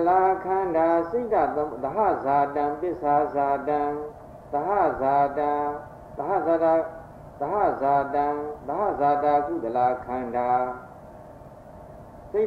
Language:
Burmese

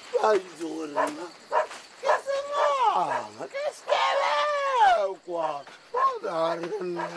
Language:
Tswana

